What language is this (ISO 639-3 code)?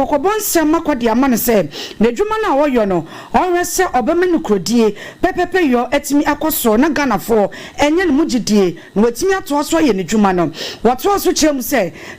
aka